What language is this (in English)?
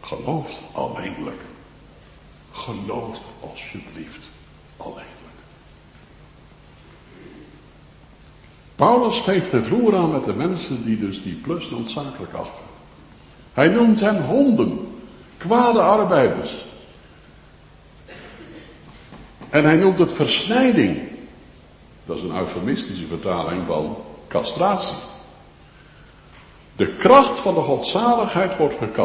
Dutch